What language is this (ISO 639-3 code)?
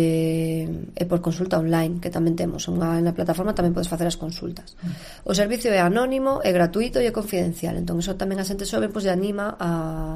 glg